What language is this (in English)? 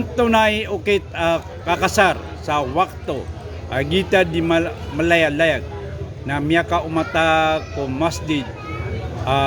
Maranao